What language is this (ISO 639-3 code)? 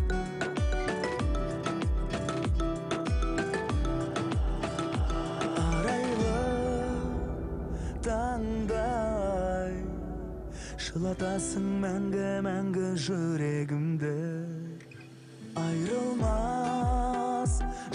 kaz